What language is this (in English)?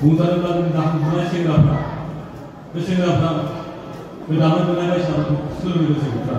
Bodo